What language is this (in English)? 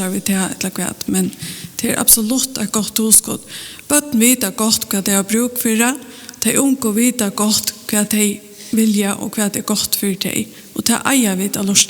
Faroese